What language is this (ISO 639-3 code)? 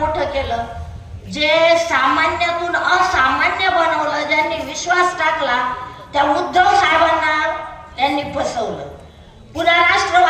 mar